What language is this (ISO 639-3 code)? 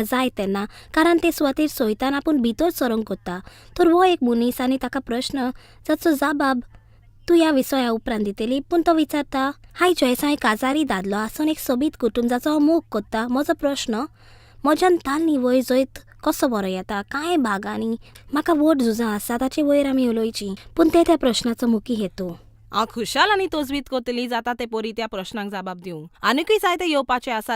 kok